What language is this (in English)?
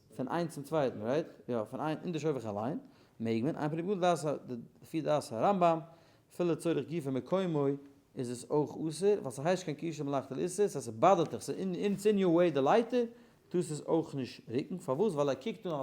Yiddish